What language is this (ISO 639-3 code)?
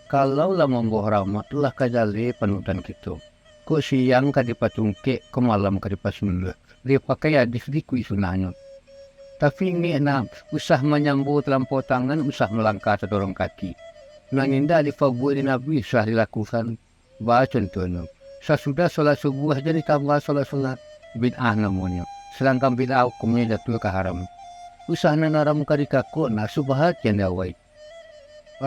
min